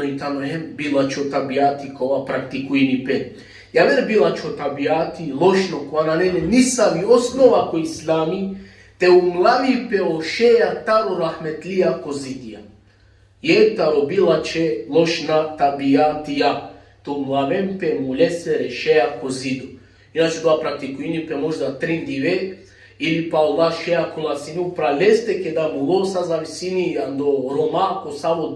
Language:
Balkan Romani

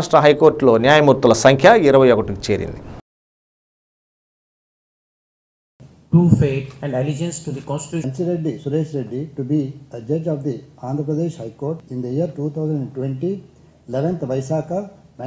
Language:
Telugu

